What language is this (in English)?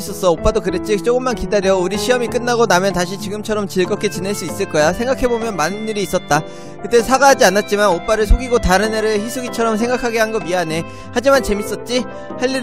Korean